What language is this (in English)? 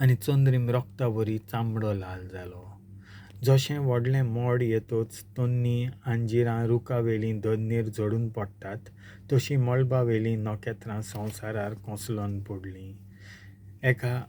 Konkani